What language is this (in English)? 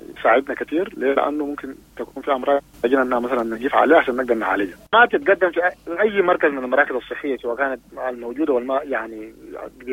Sudanese Arabic